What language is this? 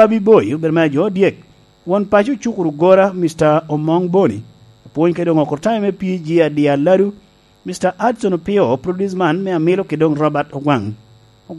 Lango (Uganda)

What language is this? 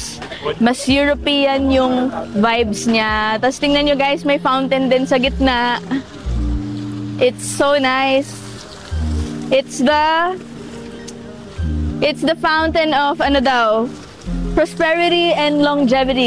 Filipino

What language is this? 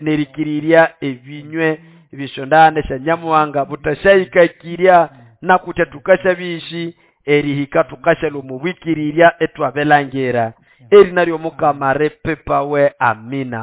Nande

